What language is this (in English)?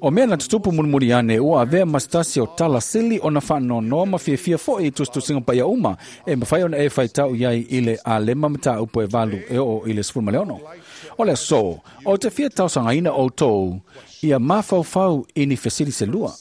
Samoan